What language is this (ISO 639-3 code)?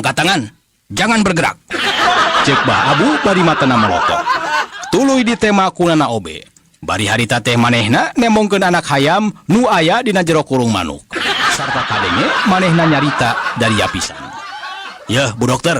sun